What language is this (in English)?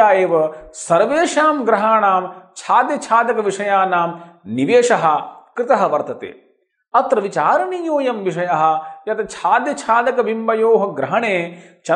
Sanskrit